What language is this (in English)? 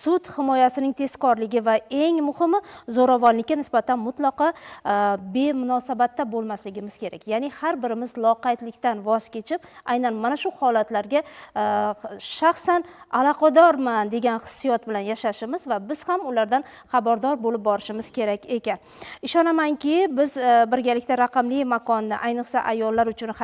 Uzbek